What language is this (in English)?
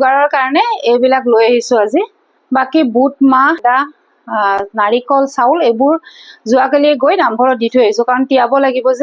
Assamese